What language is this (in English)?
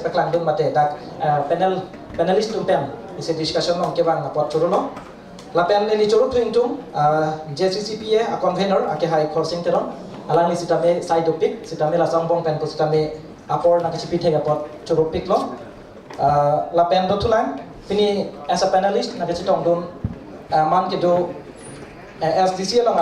Karbi